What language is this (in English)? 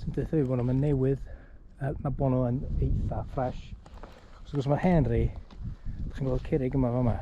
Welsh